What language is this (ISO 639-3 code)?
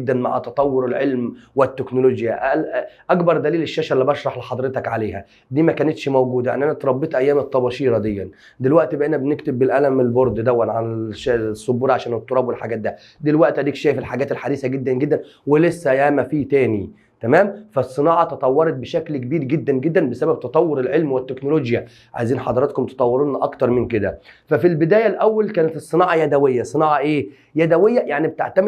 arz